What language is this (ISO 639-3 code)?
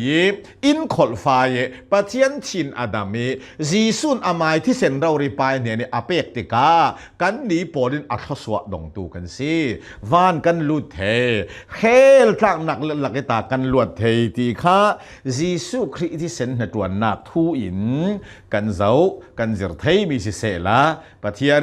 cnh